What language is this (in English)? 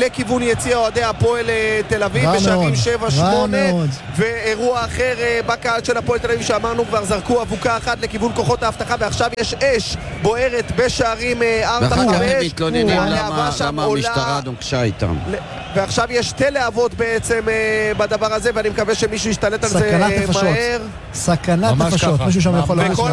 Hebrew